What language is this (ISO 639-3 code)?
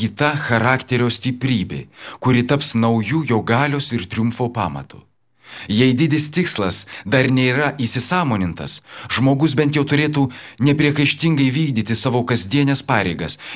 lit